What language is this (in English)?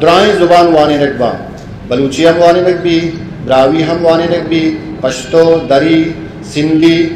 Eastern Balochi